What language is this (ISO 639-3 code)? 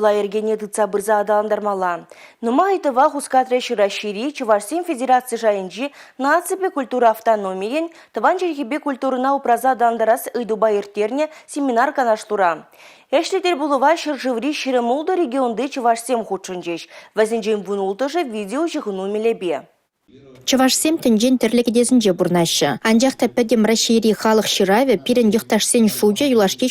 chv